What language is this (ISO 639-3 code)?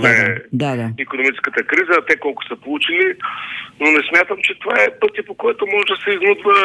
bul